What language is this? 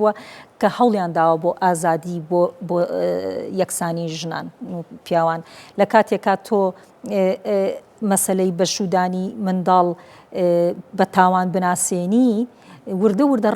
Central Kurdish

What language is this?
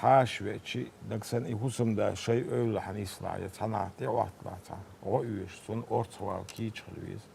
Chechen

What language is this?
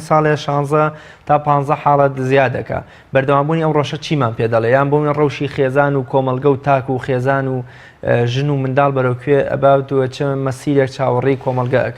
Central Kurdish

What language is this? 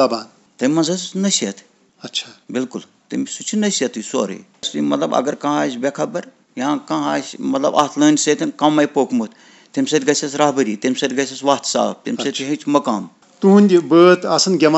Kashmiri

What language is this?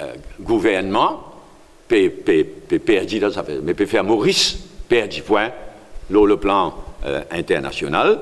Morisyen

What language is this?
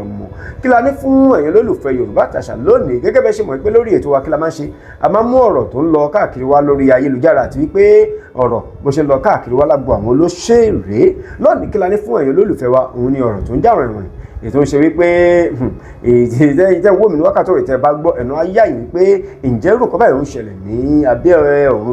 Yoruba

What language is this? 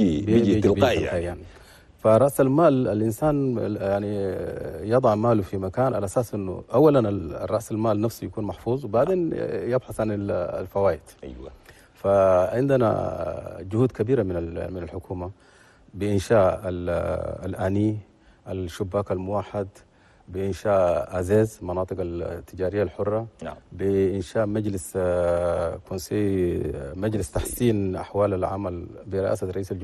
Chadian Arabic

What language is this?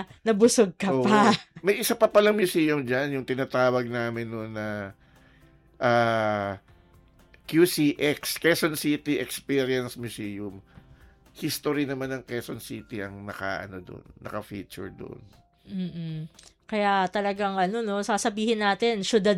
Filipino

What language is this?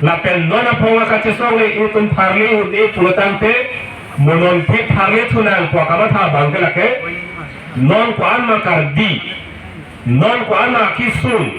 Karbi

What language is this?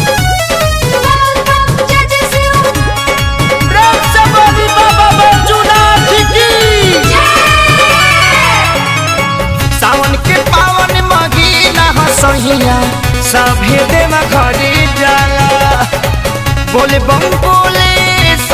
Bhojpuri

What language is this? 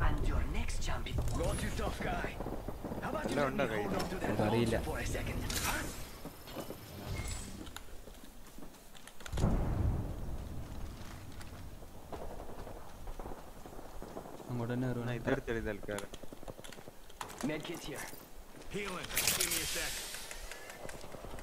Malayalam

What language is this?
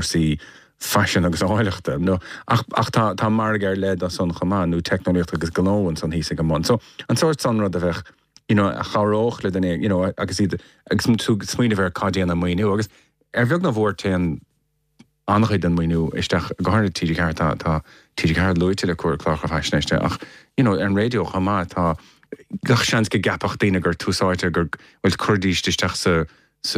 Irish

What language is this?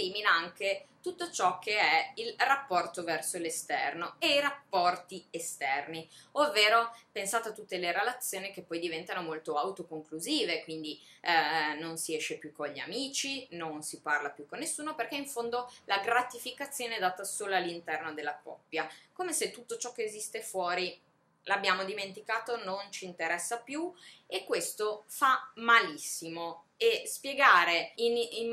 Italian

